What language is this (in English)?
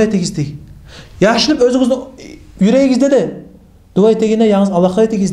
Kumyk